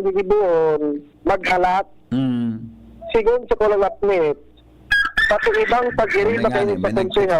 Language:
Bikol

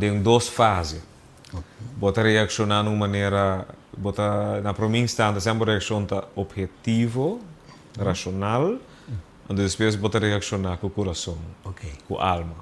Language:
Papiamento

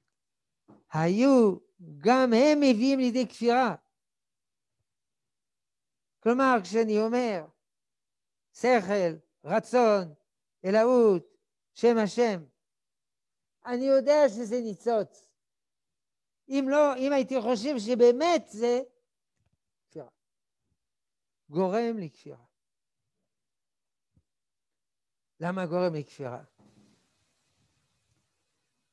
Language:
Hebrew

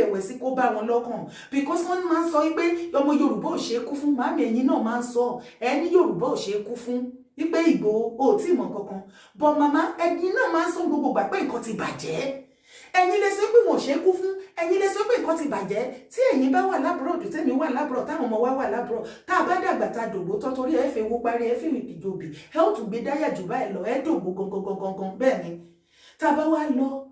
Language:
Yoruba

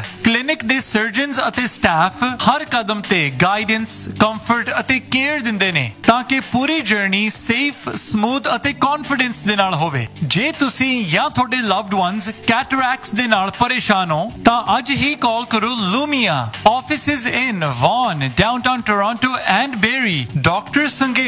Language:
Punjabi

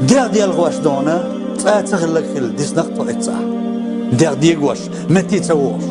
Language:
Chechen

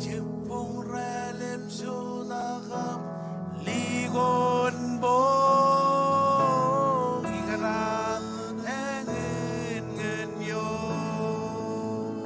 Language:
Marshallese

